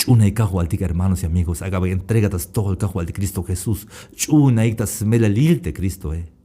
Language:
Tzeltal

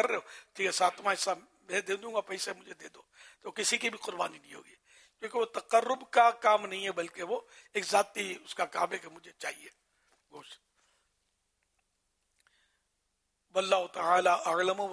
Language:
Urdu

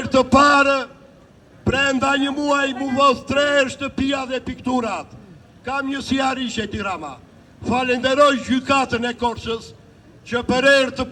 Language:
Albanian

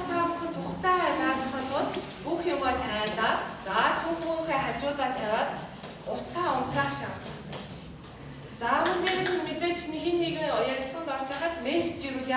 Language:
Mongolian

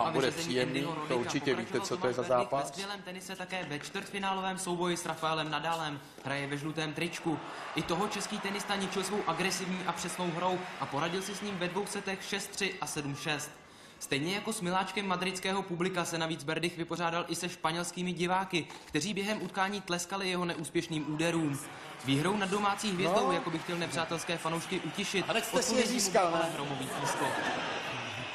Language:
Czech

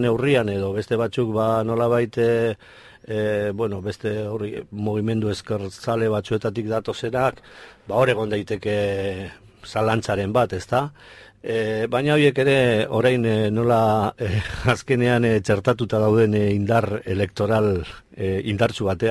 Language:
Basque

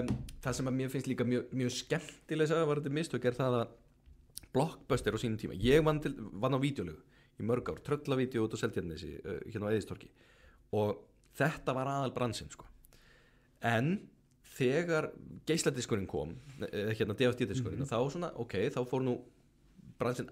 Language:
Icelandic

